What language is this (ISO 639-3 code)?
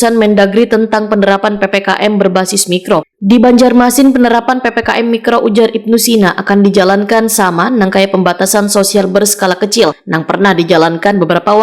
bjn